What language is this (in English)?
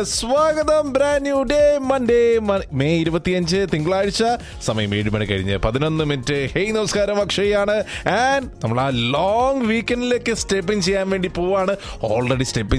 Malayalam